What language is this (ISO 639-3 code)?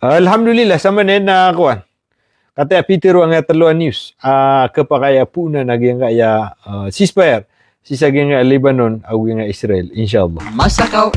mrw